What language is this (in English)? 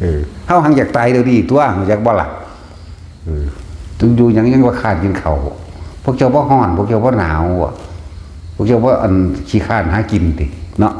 Northeastern Thai